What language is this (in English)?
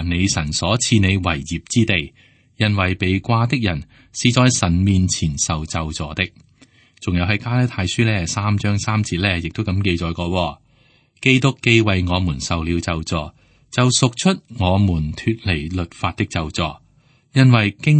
Cantonese